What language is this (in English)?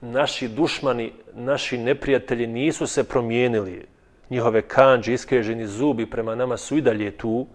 Bosnian